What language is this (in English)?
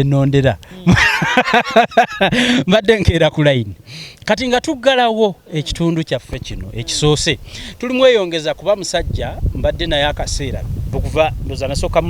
Ganda